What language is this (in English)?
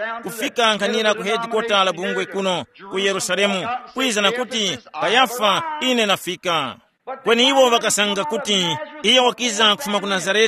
Tumbuka